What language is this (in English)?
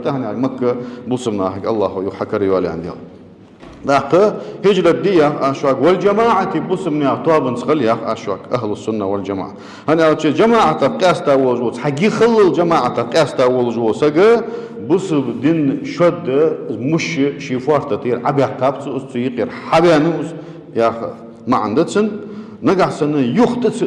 Ingush